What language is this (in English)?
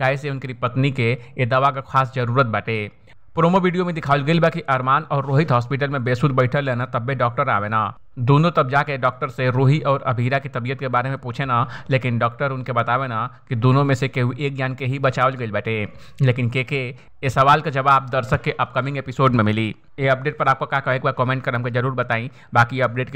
Bhojpuri